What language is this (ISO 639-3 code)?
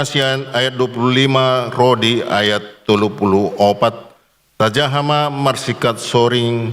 bbc